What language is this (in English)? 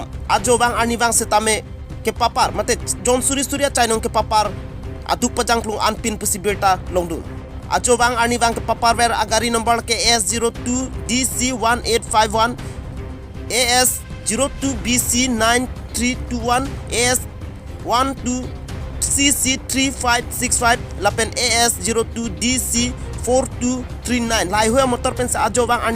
Karbi